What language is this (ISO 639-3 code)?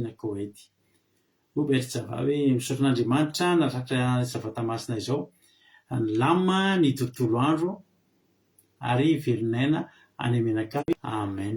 mlg